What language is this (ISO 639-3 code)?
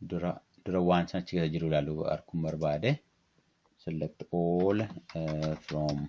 orm